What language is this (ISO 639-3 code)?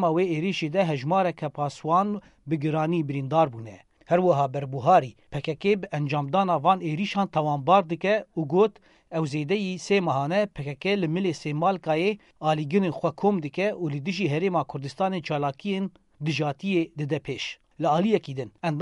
kur